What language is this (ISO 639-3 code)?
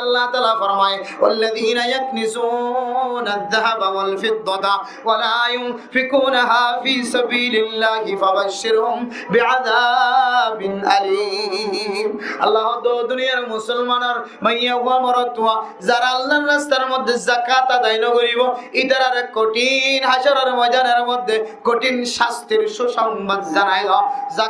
rhg